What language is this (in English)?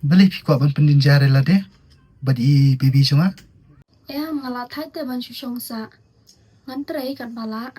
Khasi